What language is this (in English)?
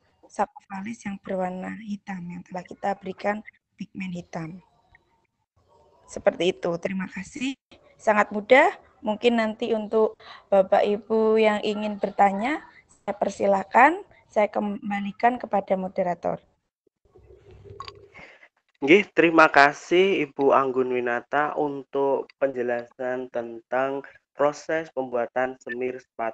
Indonesian